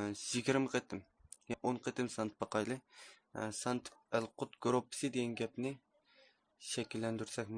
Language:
Uyghur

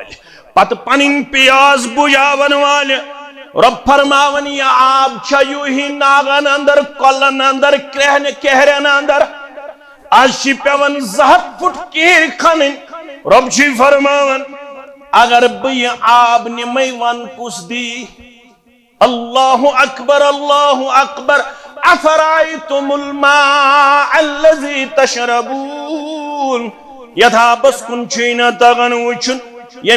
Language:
Kashmiri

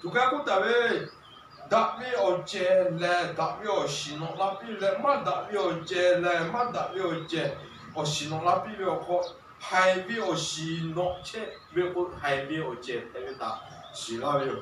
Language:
Lahu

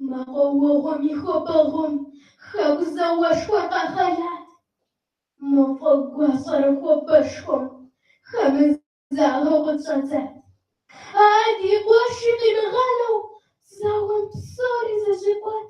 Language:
Kabardian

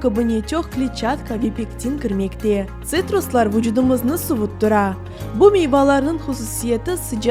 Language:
Crimean Tatar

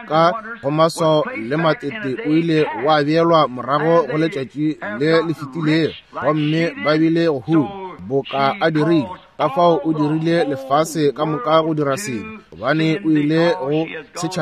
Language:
Northern Sotho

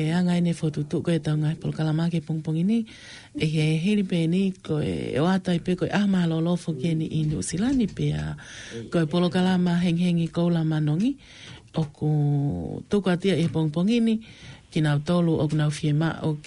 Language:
Tongan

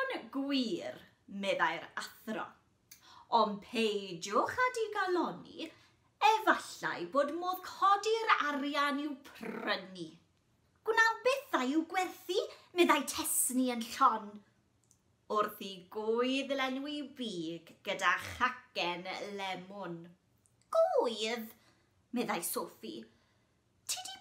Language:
Welsh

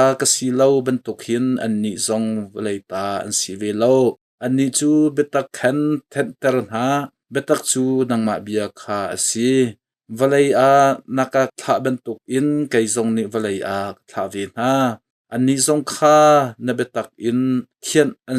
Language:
Hakha Chin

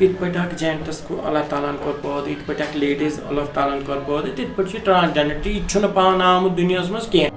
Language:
Kashmiri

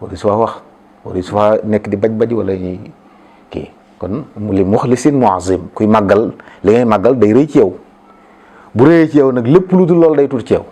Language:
Wolof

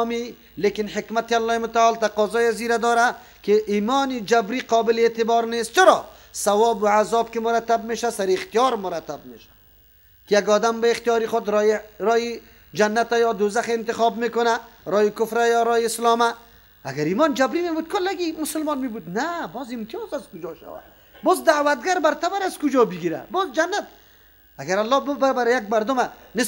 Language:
Persian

